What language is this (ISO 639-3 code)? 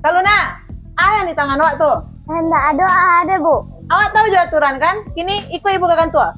min